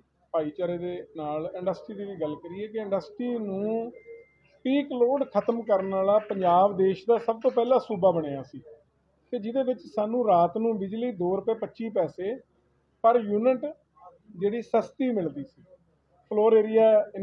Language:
Punjabi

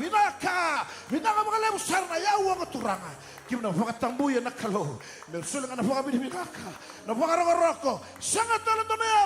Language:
Fijian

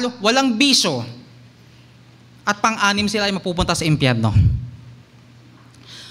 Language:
Filipino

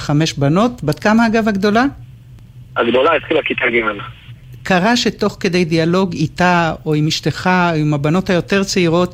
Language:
Hebrew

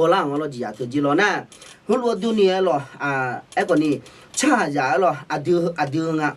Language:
Akha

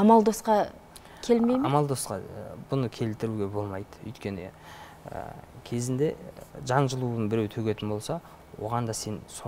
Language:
Kazakh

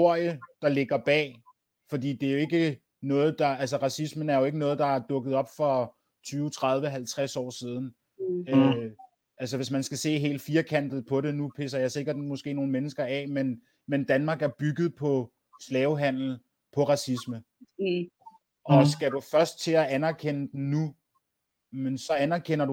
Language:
Danish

